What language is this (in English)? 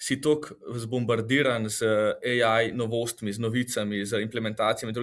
Slovenian